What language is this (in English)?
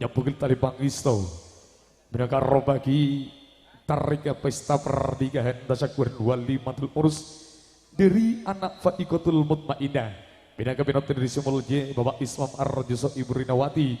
Madurese